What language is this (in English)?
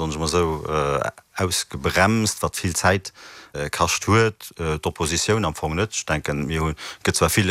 Luxembourgish